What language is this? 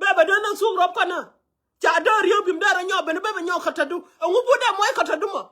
Nuer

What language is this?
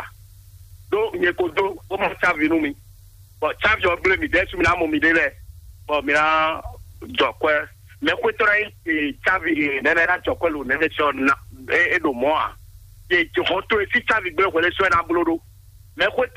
Fon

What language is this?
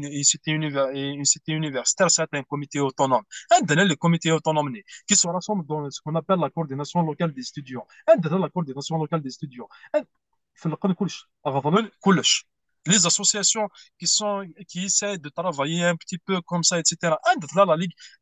Kabyle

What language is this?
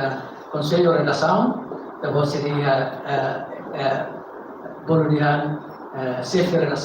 Tetum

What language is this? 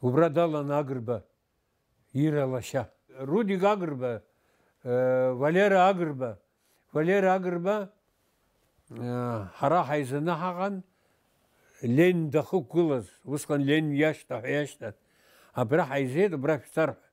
Abkhazian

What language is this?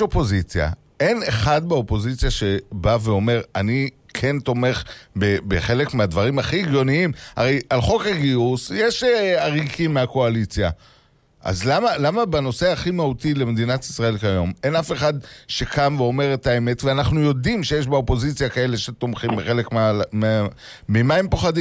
Hebrew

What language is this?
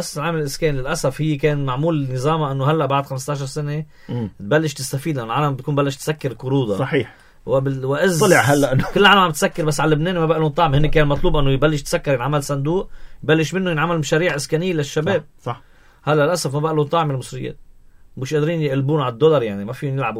North Levantine Arabic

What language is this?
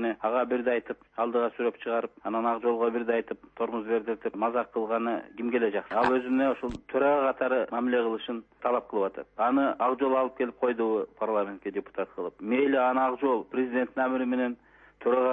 Kyrgyz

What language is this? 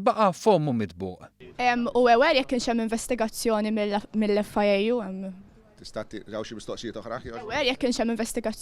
Maltese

